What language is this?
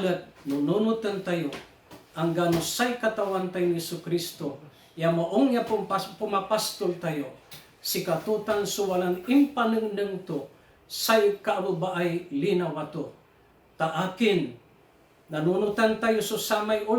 Pangasinan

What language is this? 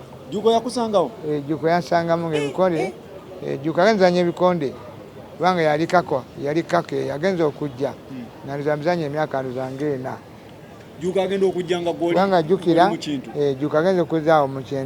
Ganda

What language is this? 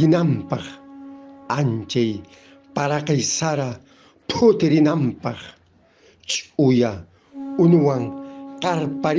Quechua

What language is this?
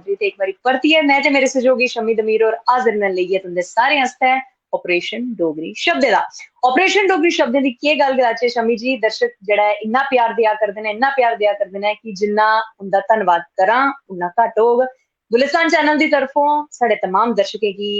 Dogri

